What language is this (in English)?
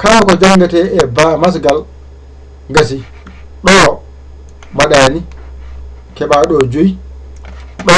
Fula